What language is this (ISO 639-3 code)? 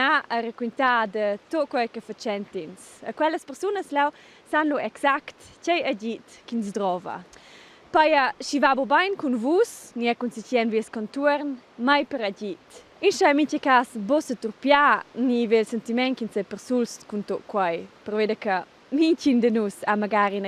roh